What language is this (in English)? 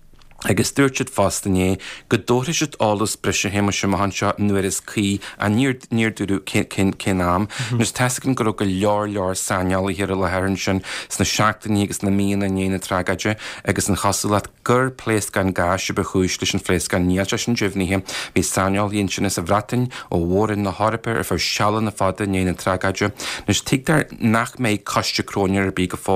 Irish